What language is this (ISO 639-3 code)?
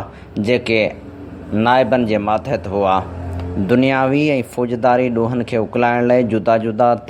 snd